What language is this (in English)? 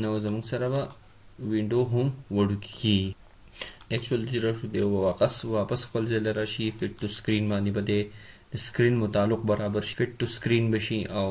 Pashto